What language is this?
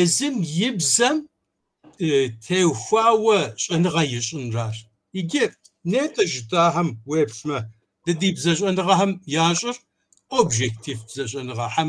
Kabardian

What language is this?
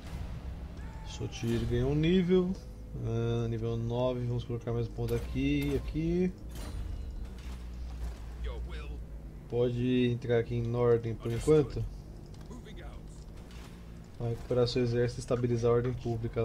Portuguese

